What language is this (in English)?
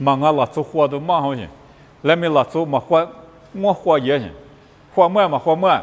Lisu